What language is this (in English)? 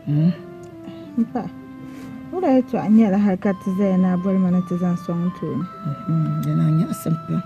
Dagbani